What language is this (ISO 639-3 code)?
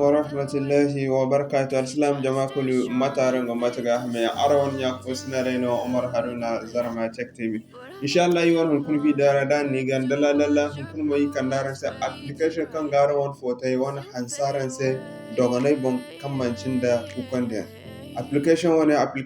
dje